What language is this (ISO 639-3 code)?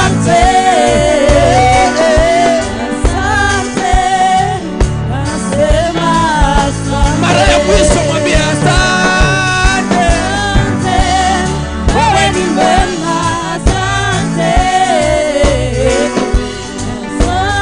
swa